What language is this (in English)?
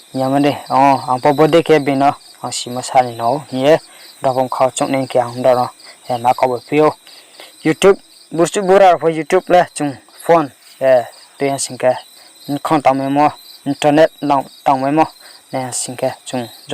Riang (India)